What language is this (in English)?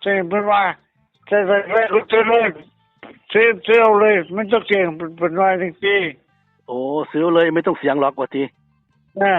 Northeastern Thai